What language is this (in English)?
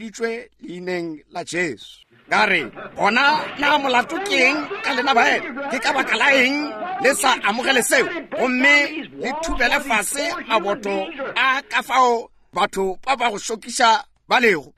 Northern Sotho